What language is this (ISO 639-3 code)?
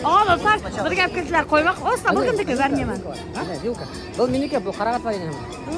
bak